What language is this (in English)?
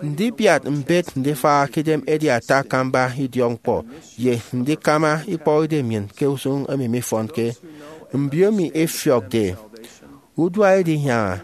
Efik